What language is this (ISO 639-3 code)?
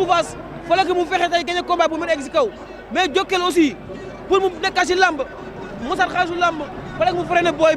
wol